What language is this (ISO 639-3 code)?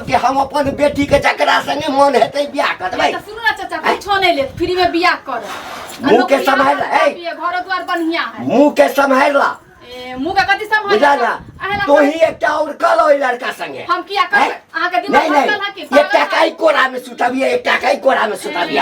mai